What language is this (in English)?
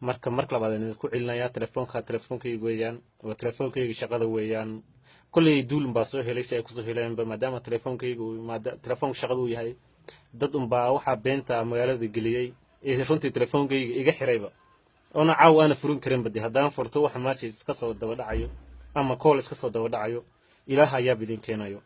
Somali